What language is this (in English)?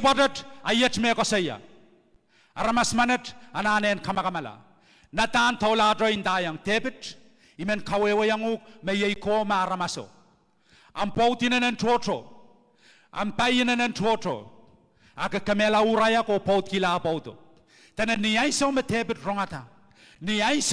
Pohnpeian